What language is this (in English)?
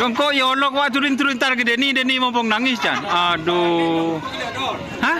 Madurese